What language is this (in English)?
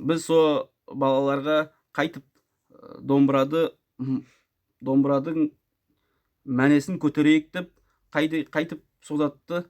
Nogai